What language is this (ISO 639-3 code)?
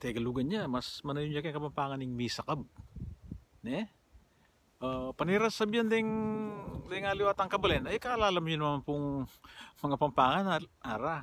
pam